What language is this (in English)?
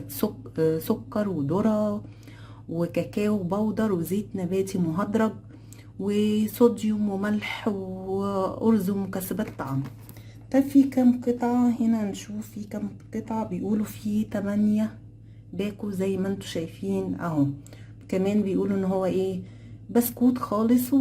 Egyptian Arabic